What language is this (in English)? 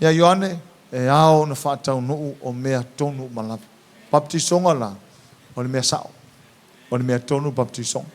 Samoan